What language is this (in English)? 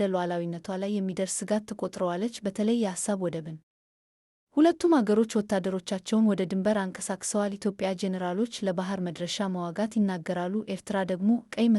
Amharic